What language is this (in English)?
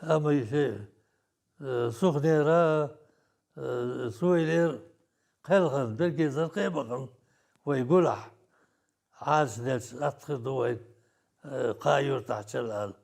Chechen